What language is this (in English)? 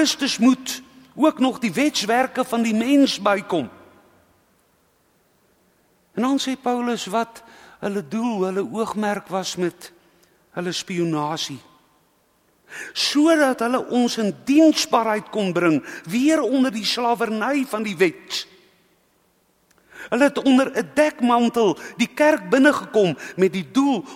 Afrikaans